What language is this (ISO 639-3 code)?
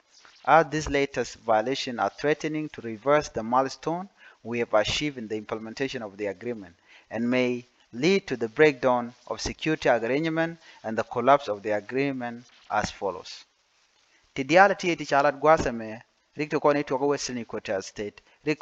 nus